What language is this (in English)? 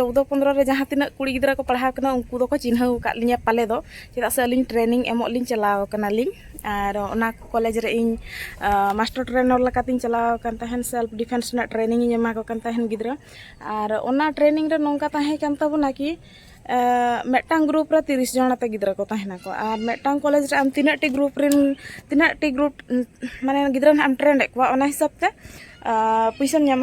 Santali